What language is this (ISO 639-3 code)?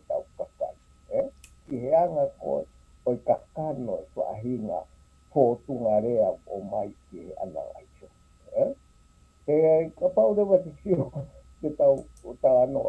ton